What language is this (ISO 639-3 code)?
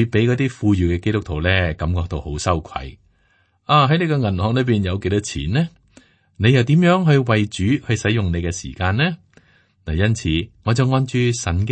yue